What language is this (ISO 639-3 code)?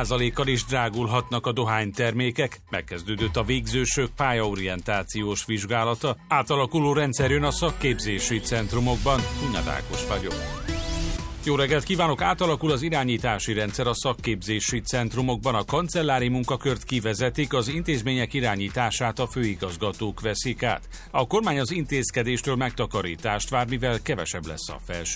hun